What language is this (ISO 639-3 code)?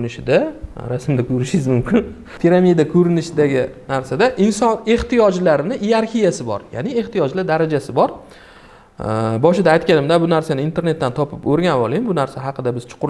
uzb